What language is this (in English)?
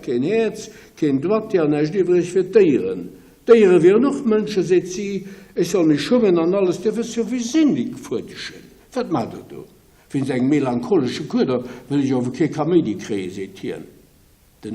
Luxembourgish